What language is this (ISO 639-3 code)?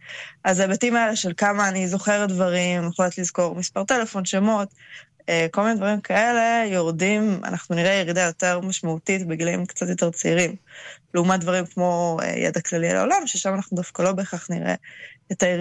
heb